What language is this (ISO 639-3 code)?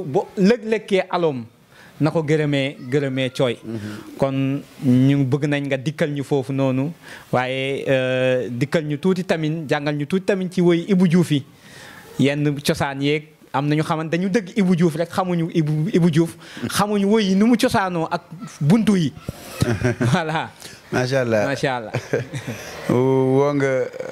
wol